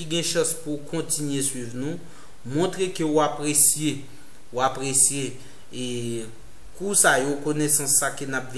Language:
Haitian Creole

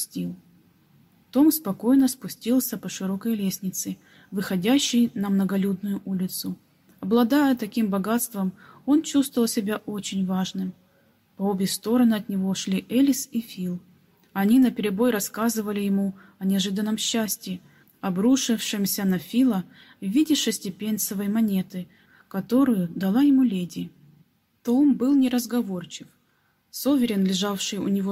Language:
Russian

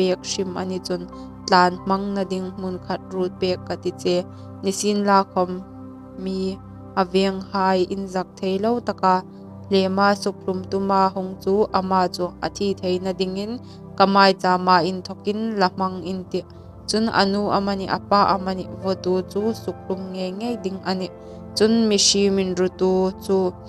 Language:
Hmar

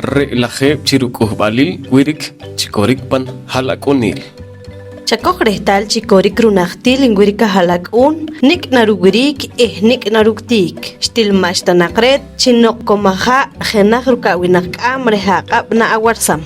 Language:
Poqomchi'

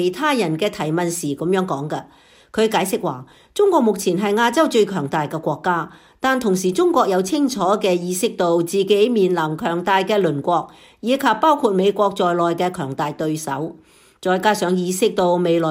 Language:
Cantonese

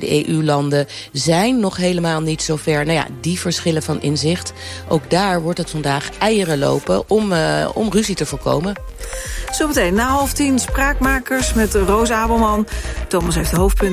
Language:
Dutch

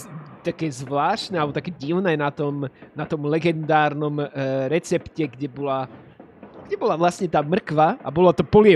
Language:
Slovak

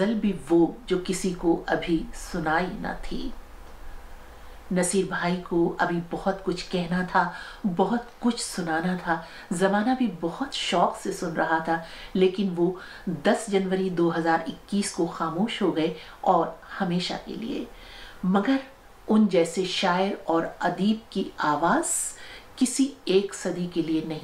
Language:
Urdu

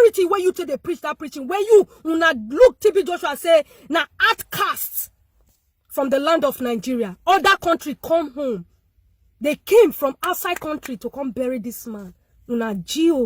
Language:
Nigerian Pidgin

